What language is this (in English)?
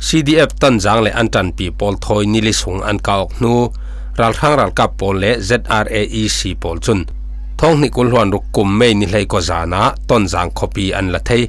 Falam Chin